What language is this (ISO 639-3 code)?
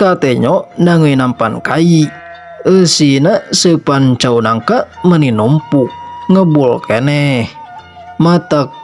sun